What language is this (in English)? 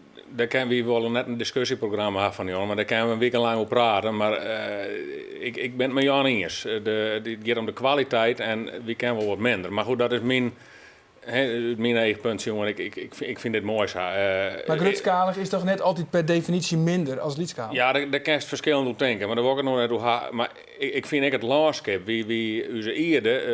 Western Frisian